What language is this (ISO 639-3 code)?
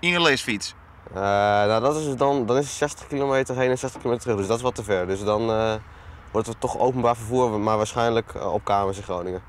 fry